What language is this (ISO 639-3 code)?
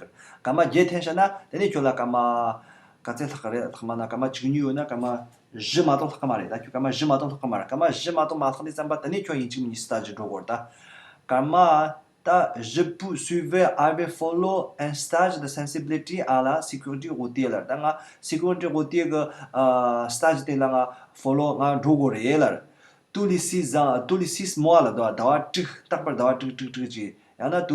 bod